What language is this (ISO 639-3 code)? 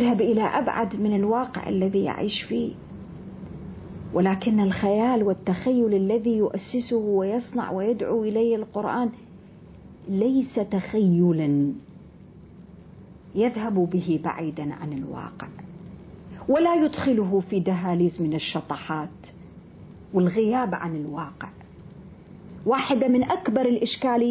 ara